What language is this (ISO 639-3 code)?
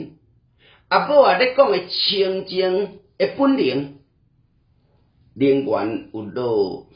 nan